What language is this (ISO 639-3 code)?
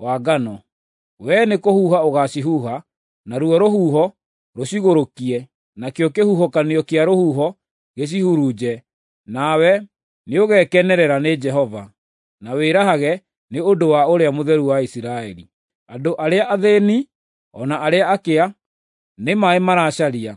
kik